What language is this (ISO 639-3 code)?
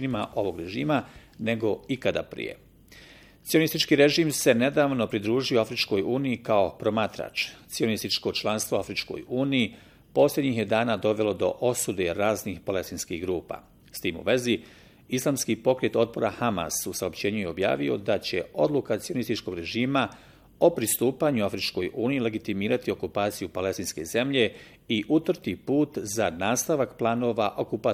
bos